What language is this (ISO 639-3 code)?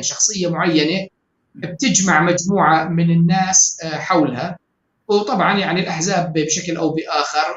apc